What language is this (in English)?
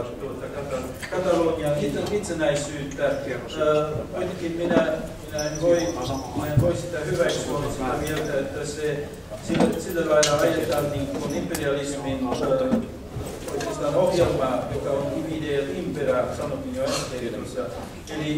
Finnish